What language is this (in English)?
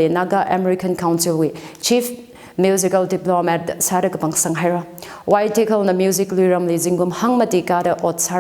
Tangkhul Naga (India)